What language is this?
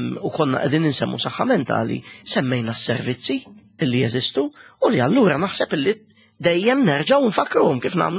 Maltese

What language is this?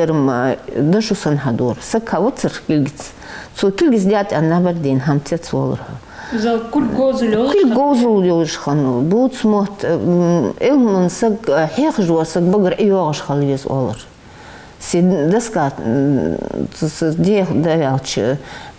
Ingush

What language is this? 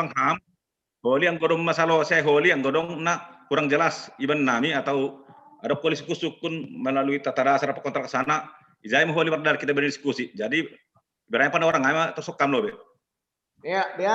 Batak Simalungun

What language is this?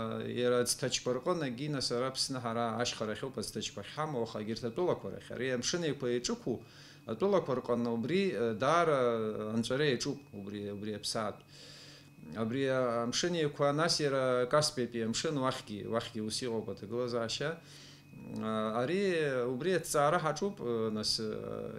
Abkhazian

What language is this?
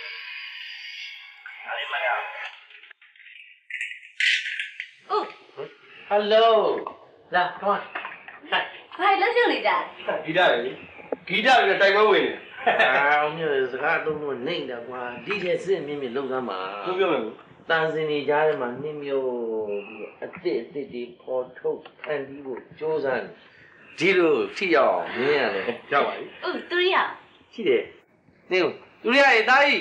Burmese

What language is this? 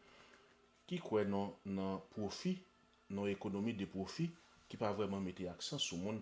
Haitian Creole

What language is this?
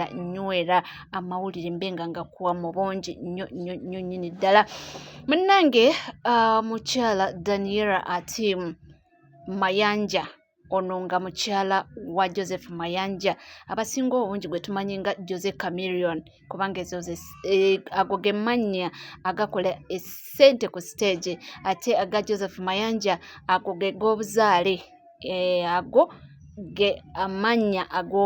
Ganda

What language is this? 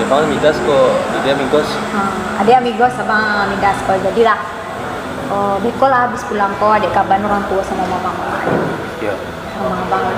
Minangkabau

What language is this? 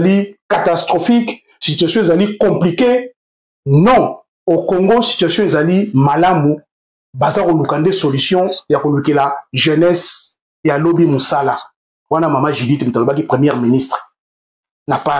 Lingala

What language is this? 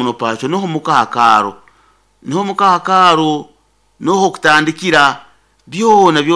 Nyoro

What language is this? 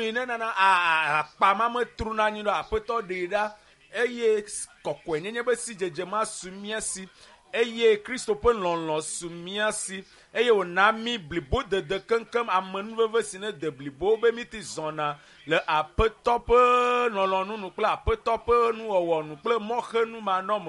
Ewe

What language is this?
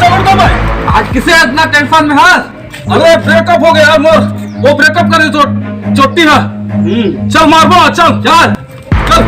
Chhattisgarhi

